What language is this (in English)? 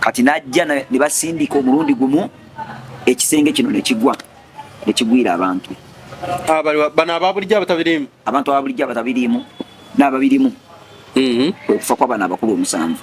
Ganda